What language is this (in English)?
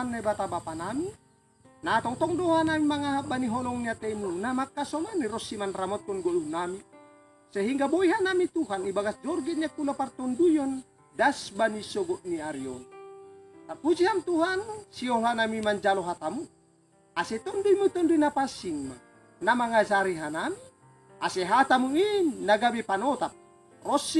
Batak Simalungun